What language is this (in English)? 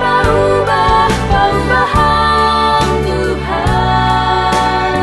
Batak Simalungun